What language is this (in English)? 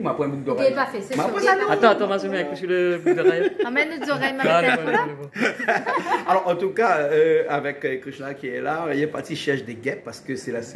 Réunion Creole French